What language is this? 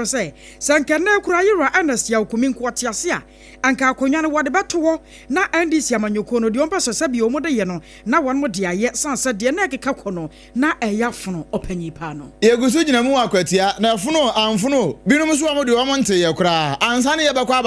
Akan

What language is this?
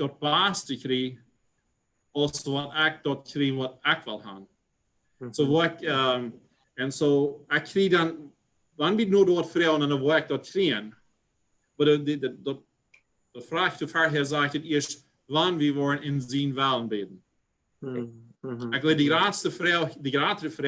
Plautdietsch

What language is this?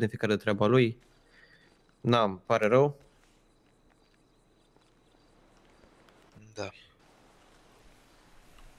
Romanian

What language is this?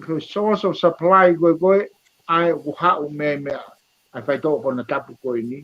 Tongan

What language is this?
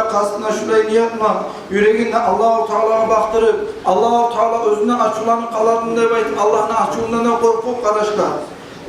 Kumyk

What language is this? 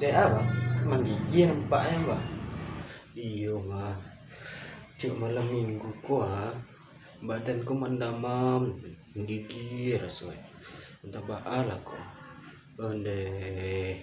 Minangkabau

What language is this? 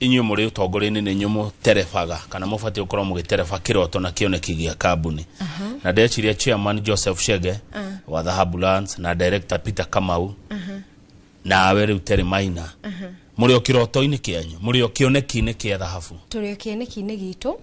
Kikuyu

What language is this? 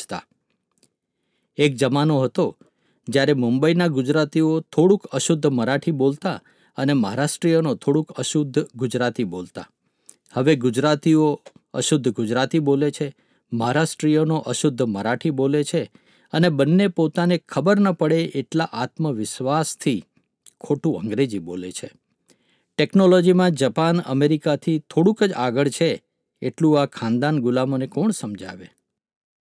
Gujarati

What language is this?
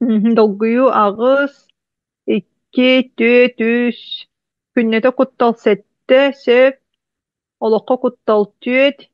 Yakut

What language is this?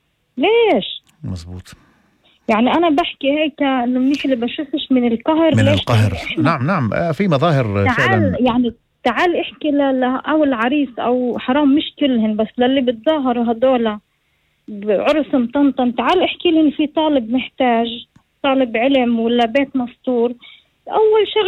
North Levantine Arabic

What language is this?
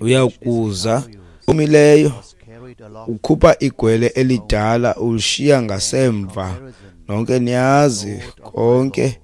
Xhosa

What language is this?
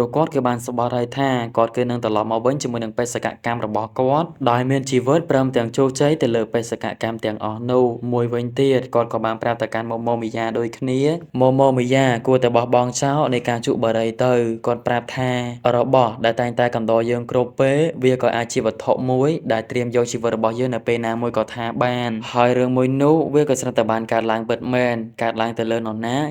Khmer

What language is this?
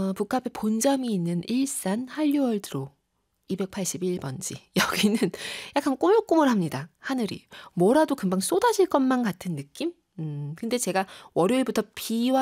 Korean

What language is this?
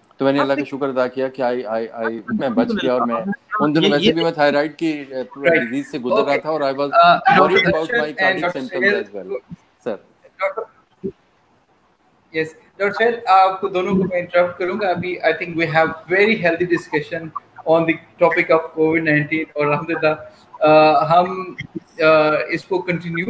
Urdu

